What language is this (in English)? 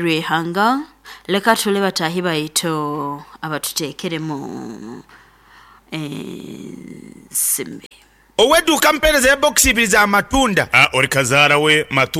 Nyoro